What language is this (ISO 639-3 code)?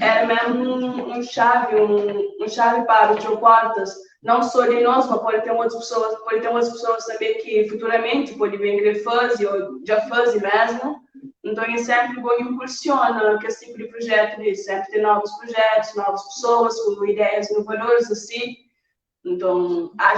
kea